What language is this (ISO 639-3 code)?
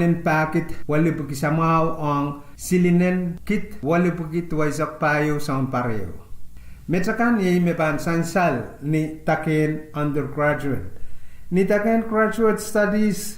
pon